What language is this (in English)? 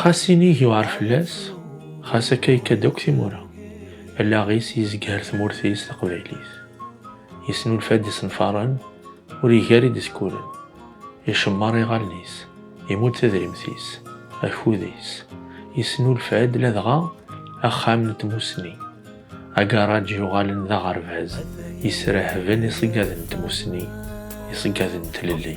Kabyle